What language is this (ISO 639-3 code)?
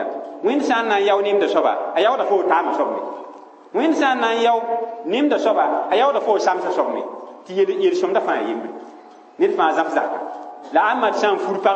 mos